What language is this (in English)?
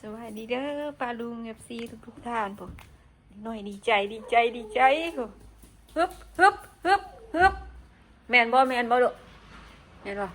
Northeastern Thai